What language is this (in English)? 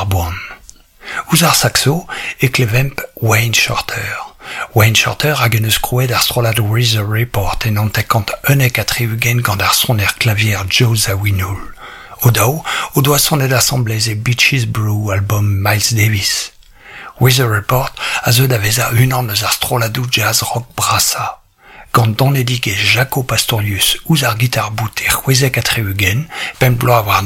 Breton